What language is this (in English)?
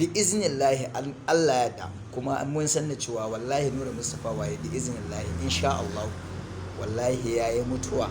Hausa